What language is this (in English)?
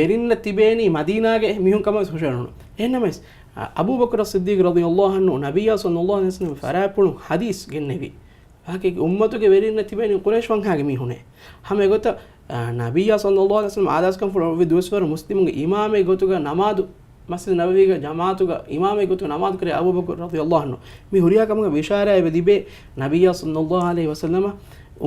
Divehi